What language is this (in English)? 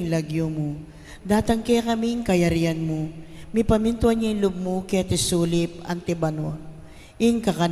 Pampanga